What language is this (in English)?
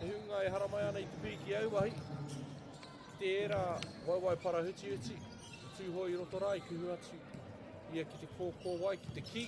Māori